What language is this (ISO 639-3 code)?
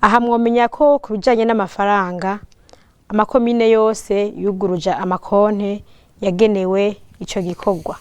run